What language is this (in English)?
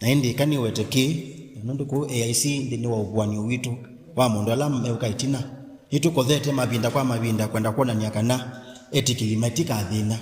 Kamba